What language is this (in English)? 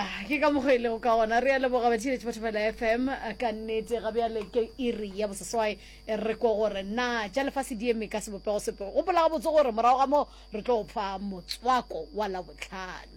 Northern Sotho